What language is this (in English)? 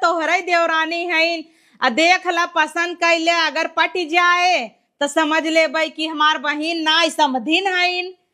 Awadhi